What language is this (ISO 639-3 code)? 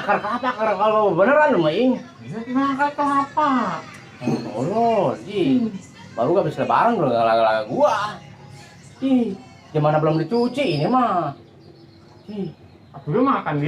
bew